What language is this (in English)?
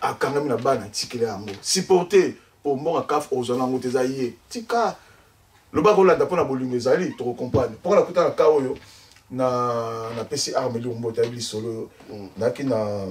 Lingala